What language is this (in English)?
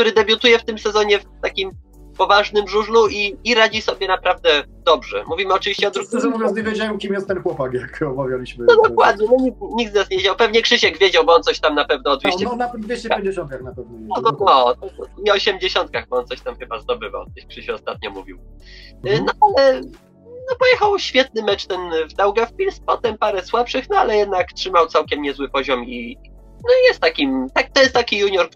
Polish